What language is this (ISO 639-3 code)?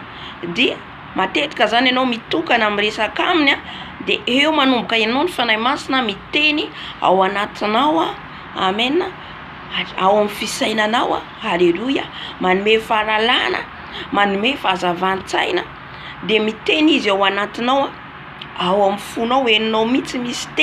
mlg